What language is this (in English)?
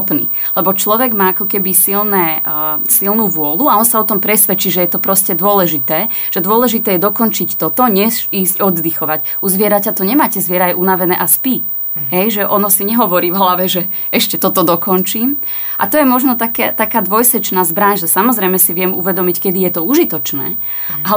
Slovak